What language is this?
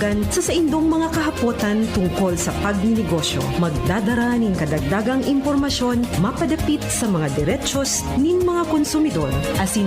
Bikol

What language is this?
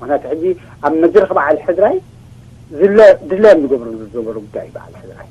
Tigrinya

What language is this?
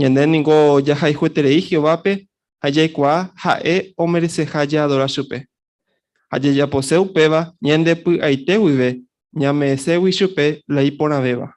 Guarani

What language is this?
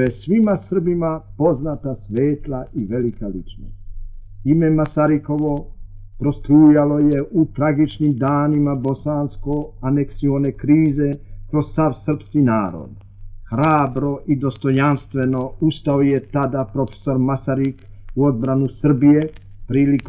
Serbian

